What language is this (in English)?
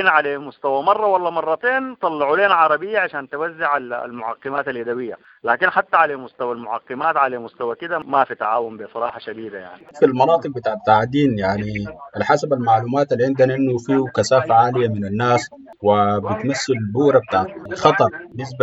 Sudanese Arabic